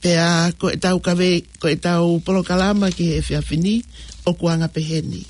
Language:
Tongan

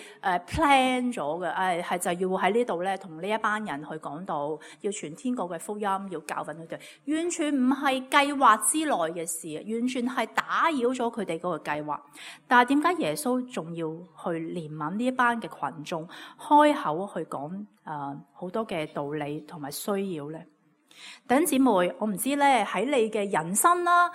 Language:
Cantonese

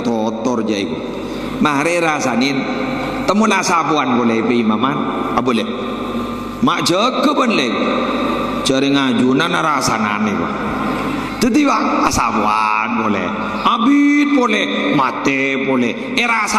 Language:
Madurese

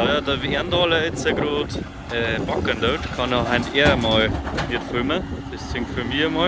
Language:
Bavarian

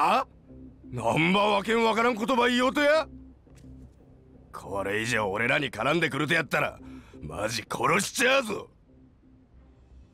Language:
Japanese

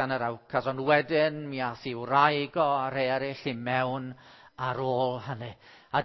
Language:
Welsh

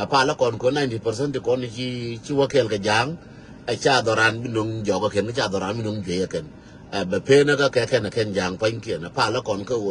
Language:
Nuer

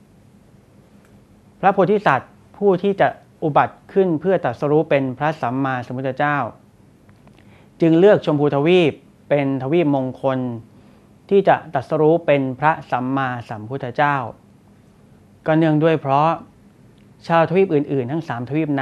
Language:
Thai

